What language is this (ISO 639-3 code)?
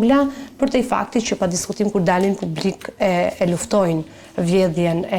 sqi